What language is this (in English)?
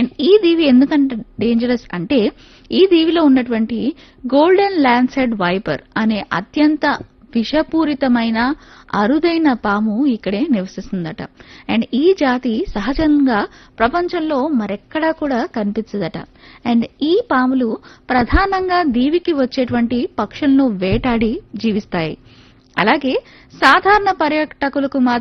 Telugu